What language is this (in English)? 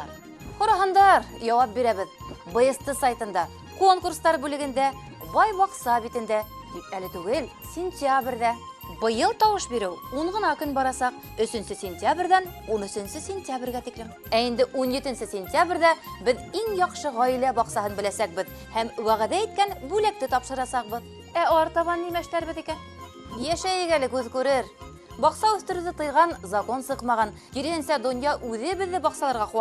Bashkir